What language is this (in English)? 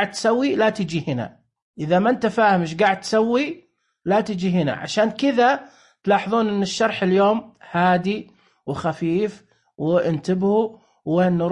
Najdi Arabic